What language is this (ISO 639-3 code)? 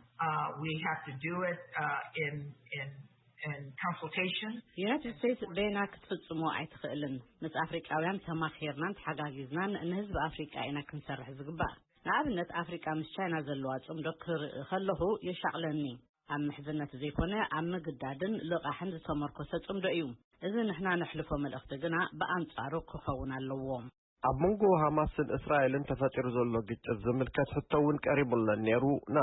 tir